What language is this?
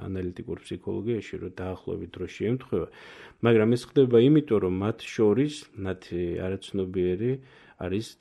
Georgian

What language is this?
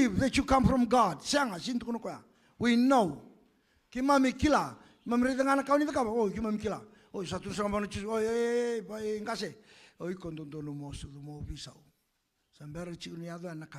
Fijian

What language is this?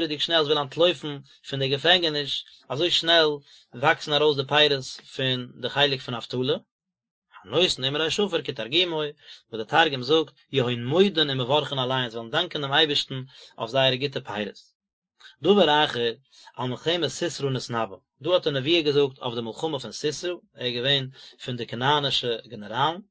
Yiddish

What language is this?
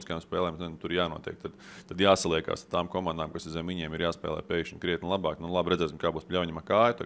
Latvian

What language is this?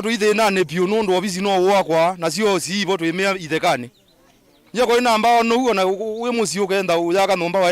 Kamba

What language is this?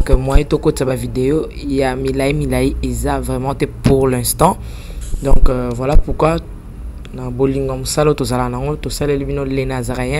Lingala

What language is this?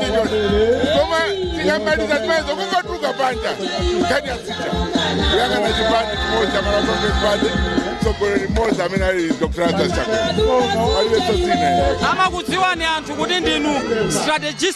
Nyanja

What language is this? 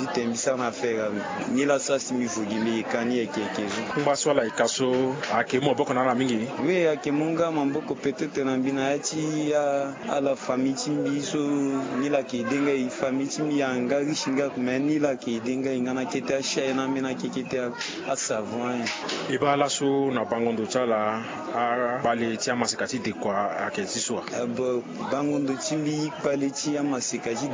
Sango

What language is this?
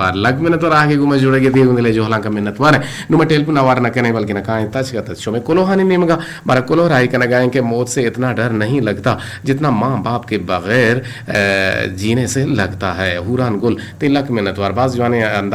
Eastern Balochi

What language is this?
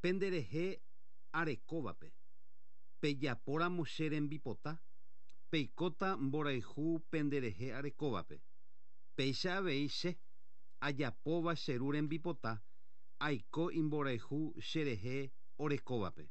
Guarani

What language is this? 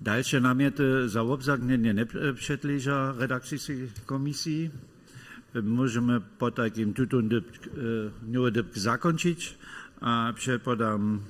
Upper Sorbian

